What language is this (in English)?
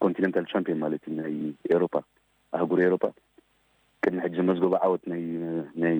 Tigrinya